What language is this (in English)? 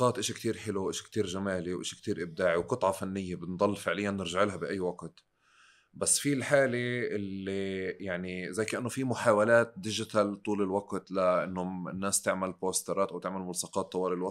North Levantine Arabic